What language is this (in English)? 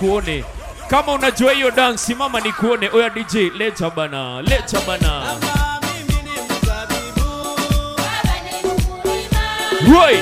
Swahili